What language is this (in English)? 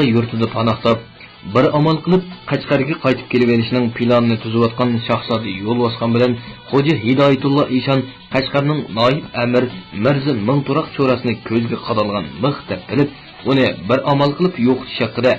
Uyghur